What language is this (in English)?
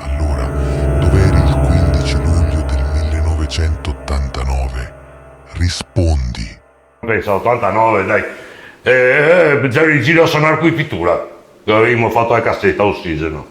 Venetian